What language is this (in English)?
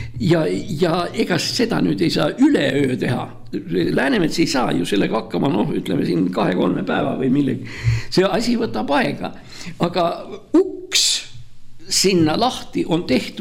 Estonian